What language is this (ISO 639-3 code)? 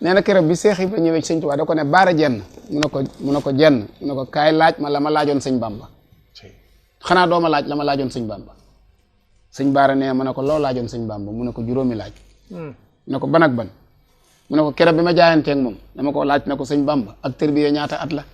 wol